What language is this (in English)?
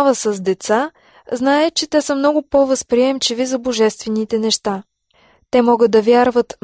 Bulgarian